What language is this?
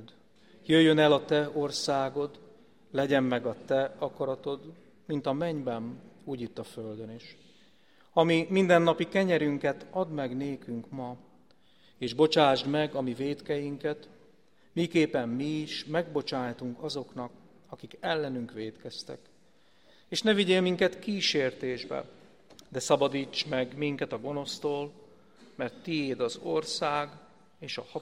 Hungarian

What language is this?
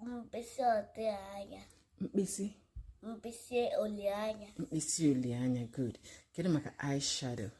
Igbo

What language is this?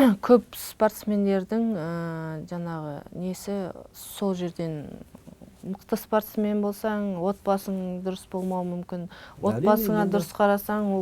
Kazakh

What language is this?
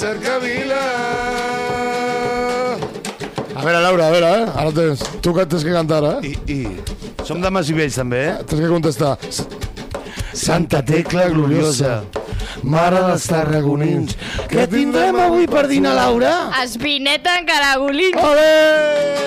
Catalan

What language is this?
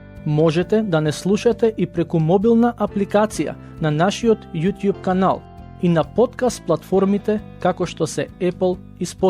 Macedonian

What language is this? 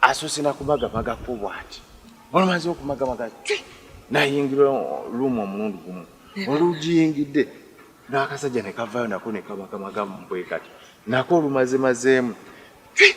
Ganda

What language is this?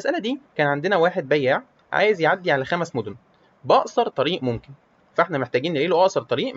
Egyptian Arabic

